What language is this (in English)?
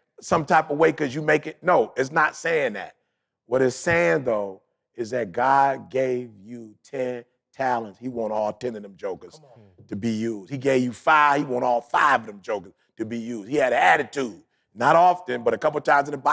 English